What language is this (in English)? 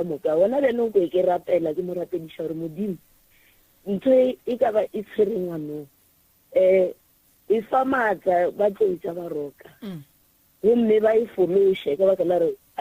Northern Sotho